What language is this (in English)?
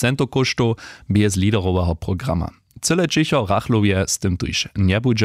Upper Sorbian